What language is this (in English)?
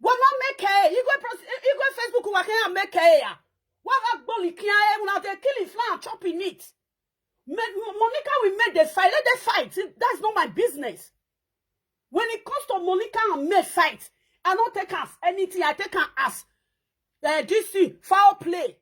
Nigerian Pidgin